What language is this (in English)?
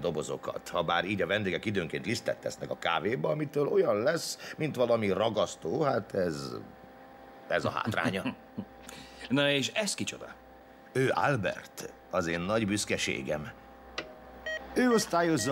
Hungarian